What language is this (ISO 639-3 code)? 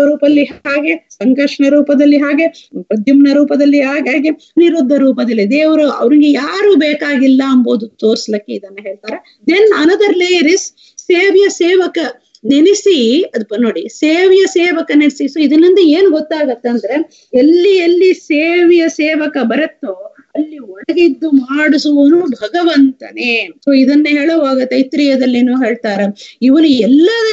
kan